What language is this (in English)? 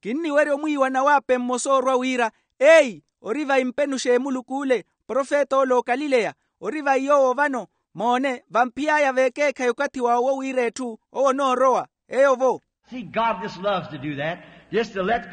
Makhuwa